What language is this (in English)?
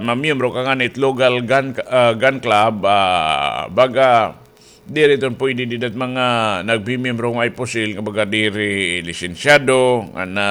Waray